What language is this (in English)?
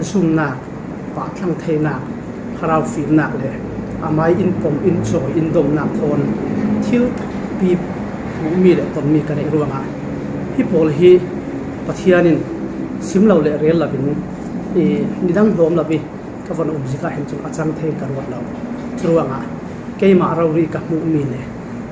Falam Chin